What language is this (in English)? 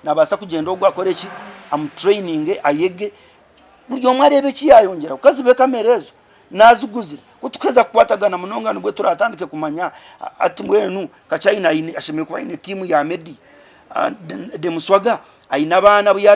Nyankole